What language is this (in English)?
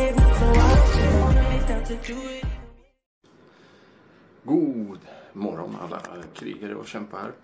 Swedish